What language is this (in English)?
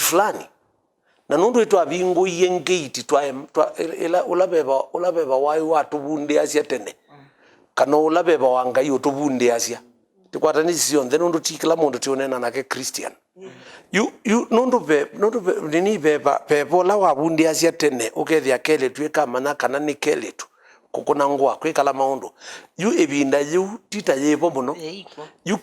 Kamba